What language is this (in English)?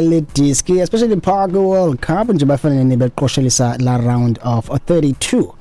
Xhosa